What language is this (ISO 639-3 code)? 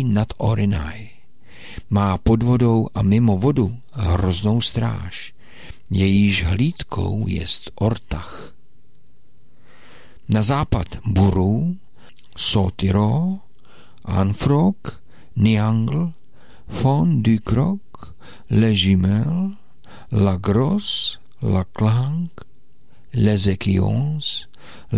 ces